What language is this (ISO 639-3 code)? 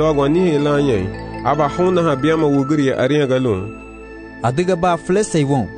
cab